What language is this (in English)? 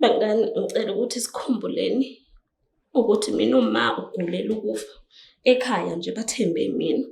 Zulu